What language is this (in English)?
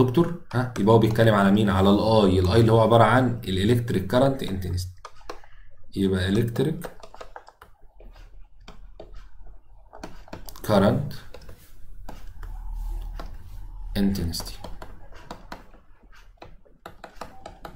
Egyptian Arabic